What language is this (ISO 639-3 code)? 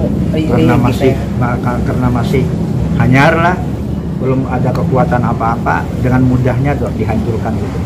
bjn